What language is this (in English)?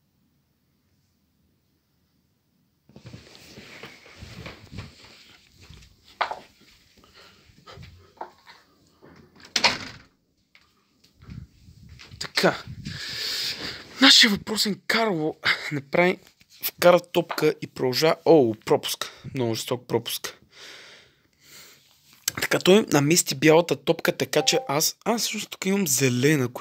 Bulgarian